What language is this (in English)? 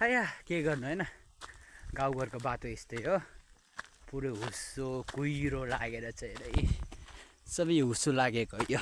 Nepali